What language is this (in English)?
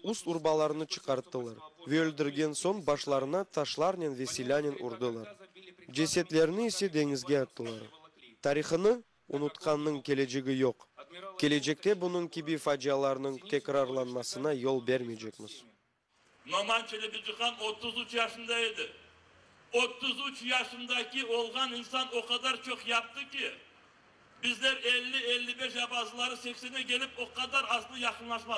Crimean Tatar